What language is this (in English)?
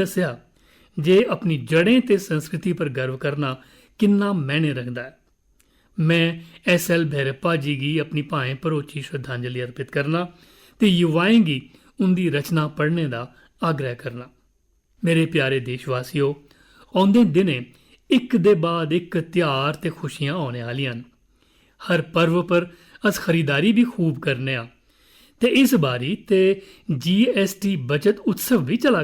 Dogri